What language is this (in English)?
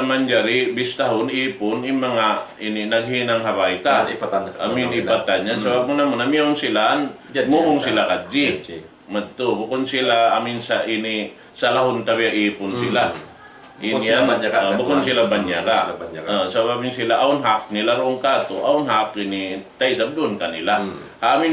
Tausug